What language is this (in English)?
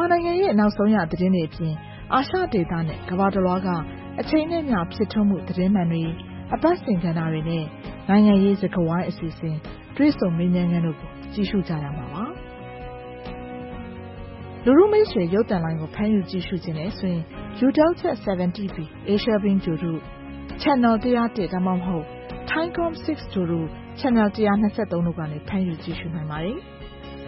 Burmese